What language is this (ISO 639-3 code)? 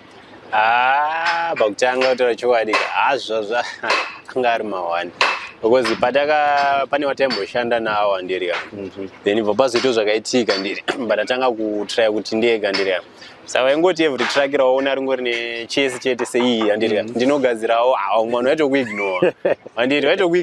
sna